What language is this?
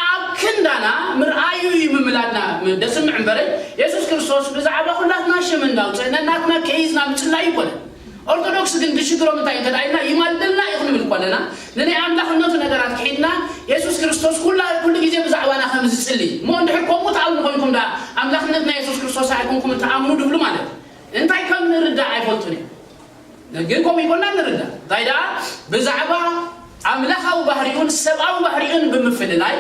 Tigrinya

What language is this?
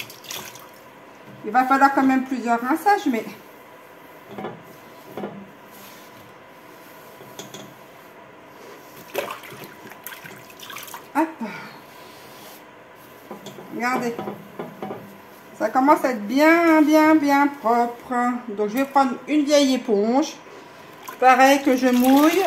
French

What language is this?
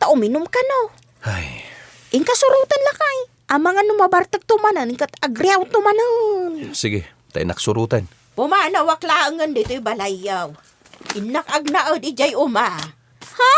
Iloko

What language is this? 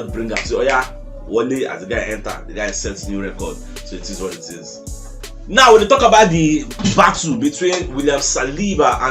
Nigerian Pidgin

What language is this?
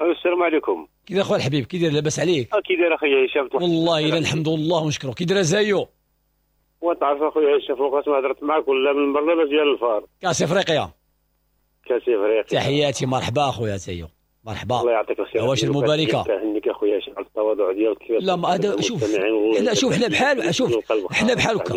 Moroccan Arabic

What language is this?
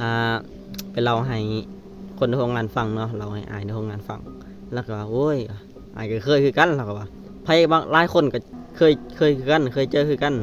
Lao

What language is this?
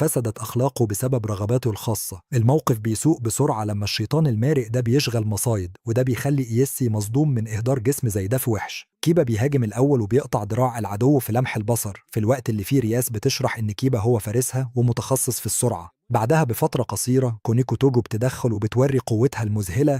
Egyptian Arabic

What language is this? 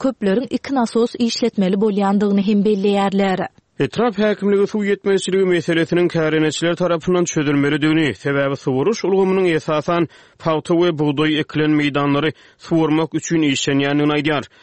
Turkmen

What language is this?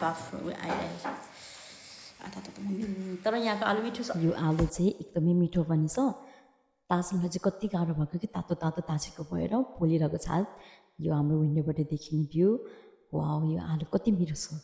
Nepali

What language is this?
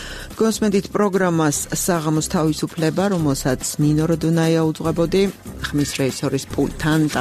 Georgian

